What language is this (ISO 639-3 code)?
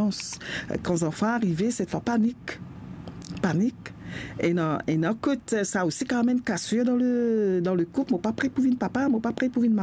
mfe